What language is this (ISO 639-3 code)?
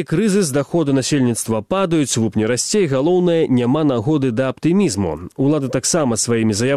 bel